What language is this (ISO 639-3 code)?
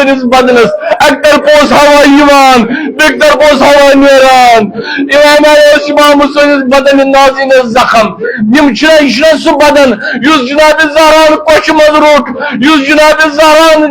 kas